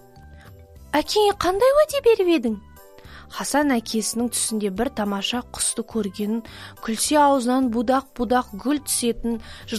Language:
Kazakh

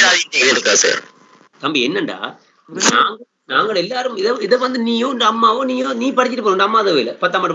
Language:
Tamil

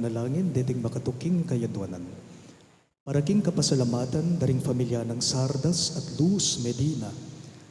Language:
Pampanga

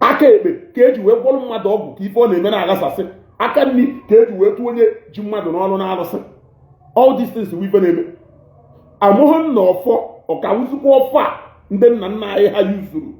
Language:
Igbo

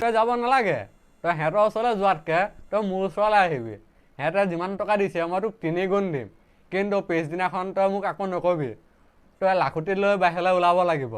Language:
Assamese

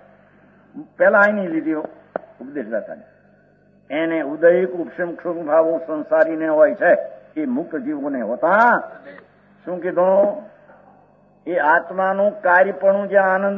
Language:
Gujarati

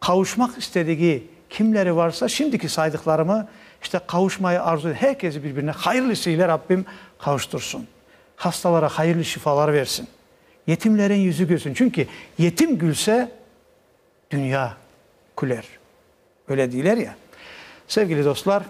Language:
Crimean Tatar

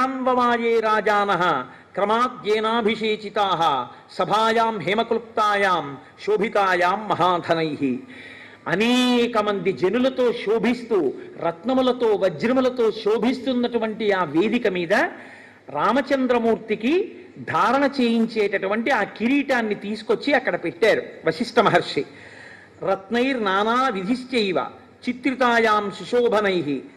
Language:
Telugu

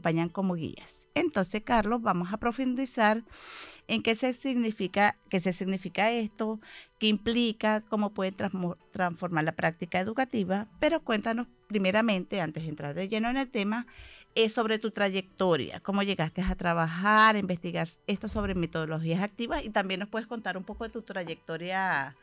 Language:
Spanish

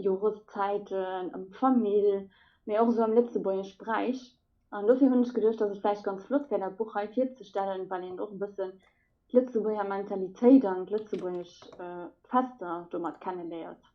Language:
Luxembourgish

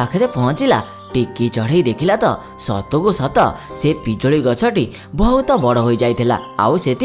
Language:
Odia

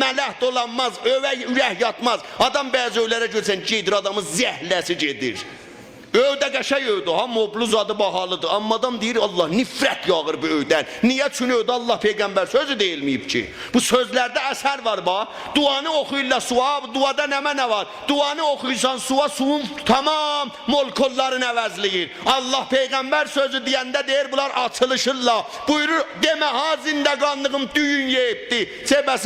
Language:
South Azerbaijani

